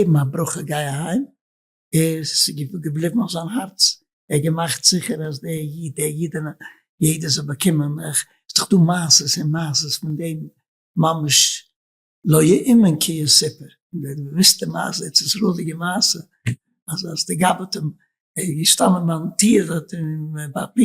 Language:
Yiddish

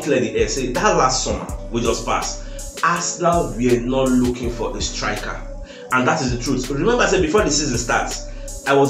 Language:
Nigerian Pidgin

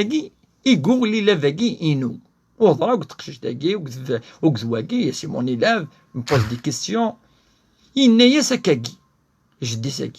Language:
Kabyle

